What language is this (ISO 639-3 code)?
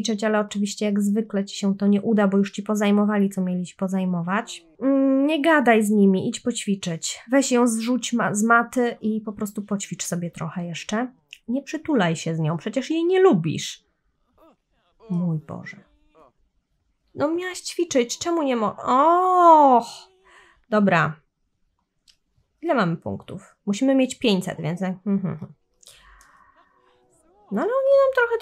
pol